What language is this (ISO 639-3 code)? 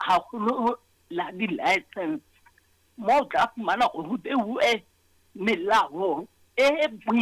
sot